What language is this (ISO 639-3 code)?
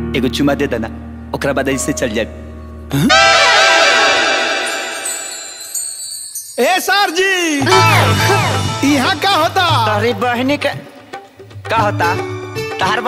bho